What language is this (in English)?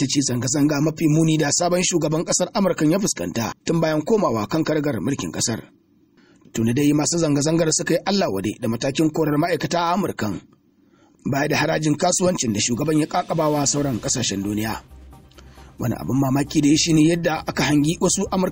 Hausa